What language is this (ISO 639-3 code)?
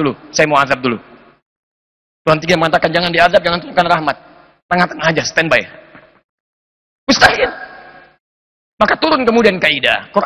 ind